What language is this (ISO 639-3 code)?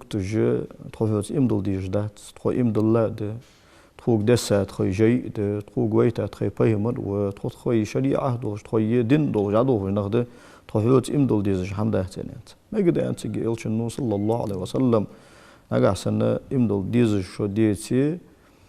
inh